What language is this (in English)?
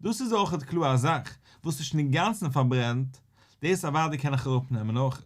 Yiddish